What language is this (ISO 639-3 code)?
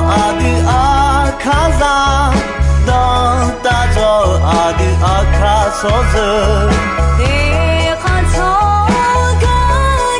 ahk